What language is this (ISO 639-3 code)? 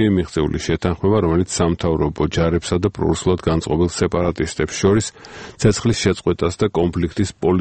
kat